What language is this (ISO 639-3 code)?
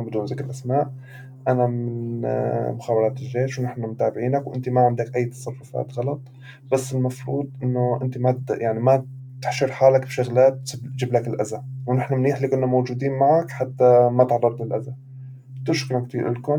apc